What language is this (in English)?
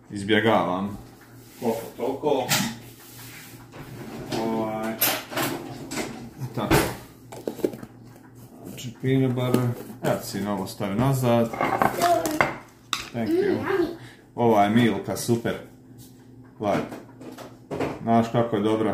Croatian